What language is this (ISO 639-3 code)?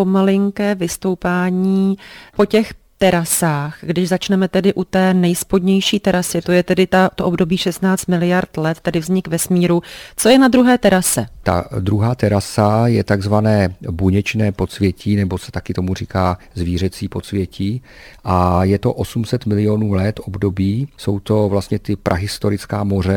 ces